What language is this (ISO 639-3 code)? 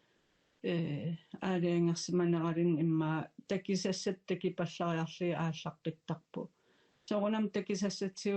kal